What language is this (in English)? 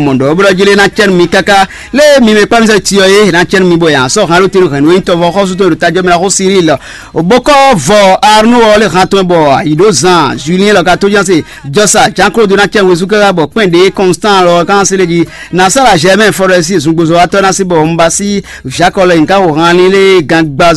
Fon